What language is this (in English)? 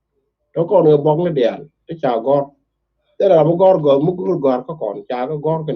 Nuer